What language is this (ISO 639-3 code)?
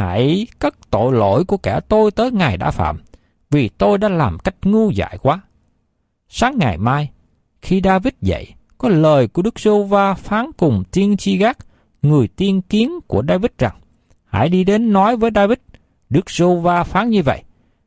vie